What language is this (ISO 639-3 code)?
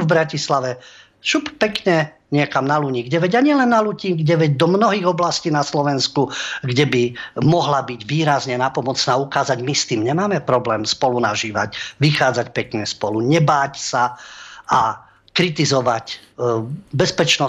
slk